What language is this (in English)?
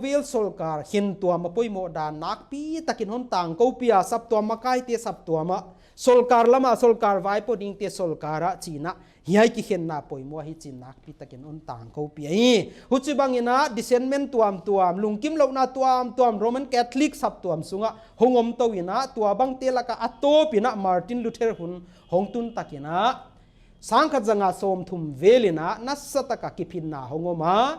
Paite Chin